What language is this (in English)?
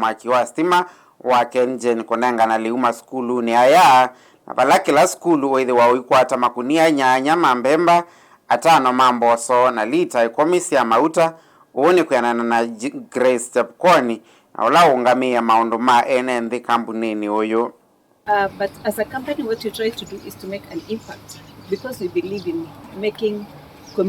Kamba